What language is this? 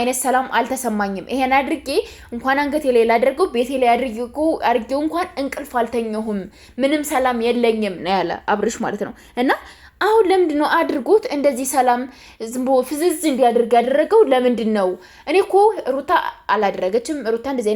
Amharic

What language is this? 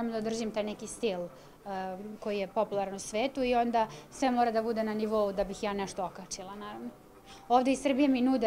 Serbian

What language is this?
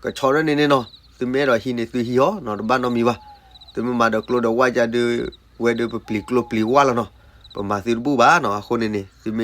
S'gaw Karen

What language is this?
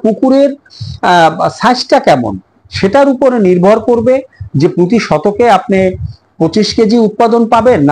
Bangla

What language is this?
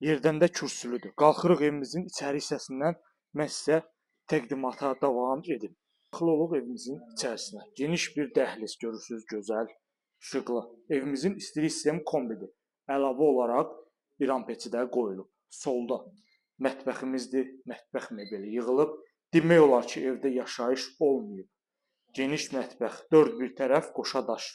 Azerbaijani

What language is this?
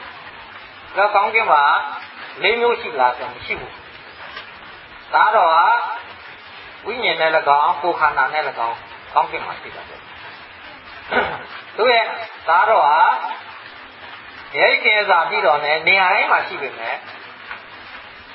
Burmese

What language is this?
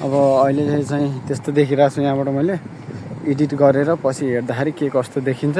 Nepali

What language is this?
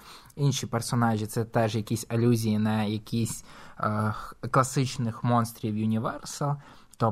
Ukrainian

